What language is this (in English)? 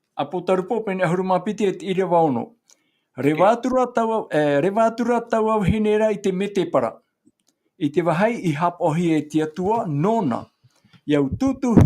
Tahitian